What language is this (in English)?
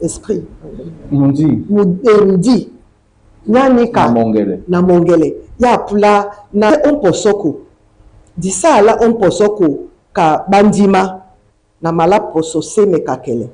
Duala